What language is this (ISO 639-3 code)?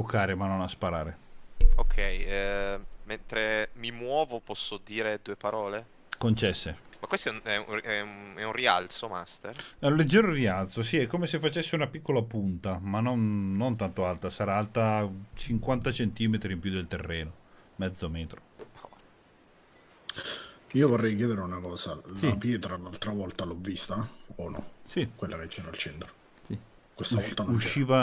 ita